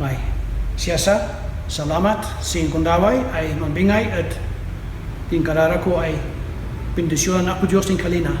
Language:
Kankanaey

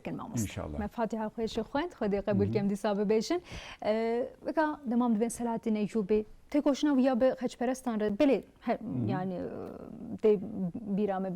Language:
Kurdish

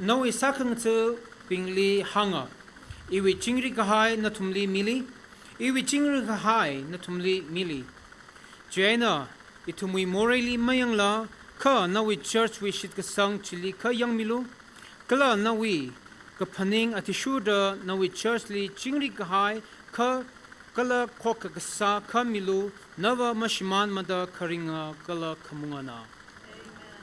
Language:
Tangkhul Naga (India)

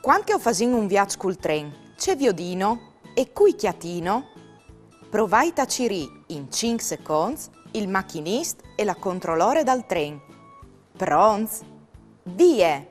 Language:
Friulian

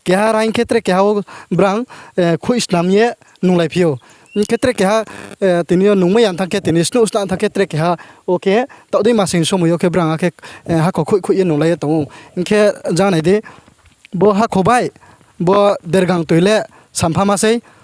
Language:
Riang (India)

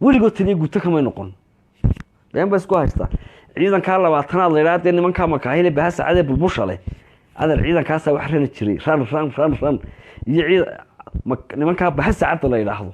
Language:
Somali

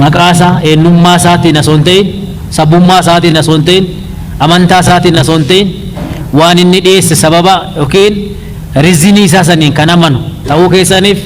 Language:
Oromo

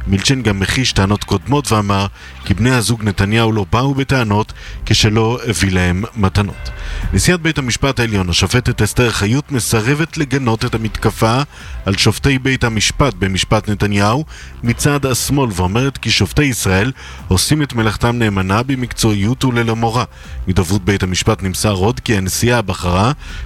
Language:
Hebrew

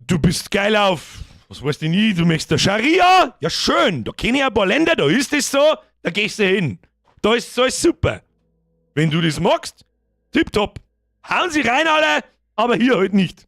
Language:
Bavarian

